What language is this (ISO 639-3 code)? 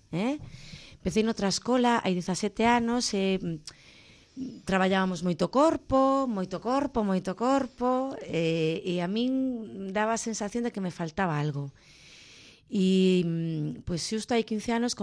glg